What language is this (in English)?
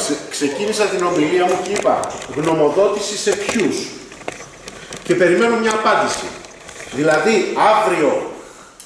Greek